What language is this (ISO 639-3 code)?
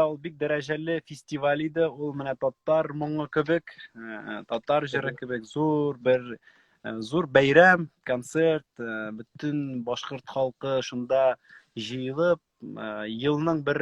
tat